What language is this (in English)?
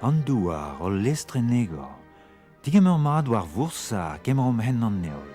Breton